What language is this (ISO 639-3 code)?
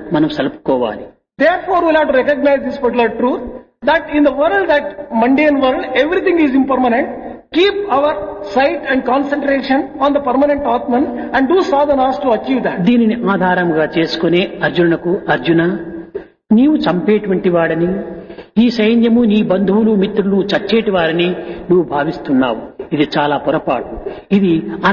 tel